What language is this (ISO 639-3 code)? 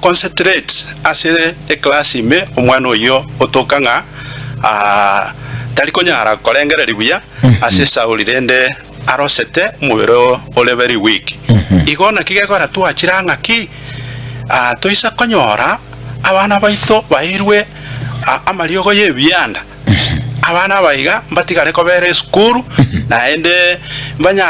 guz